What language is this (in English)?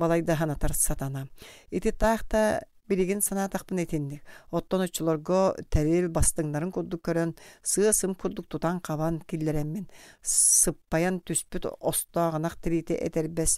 Yakut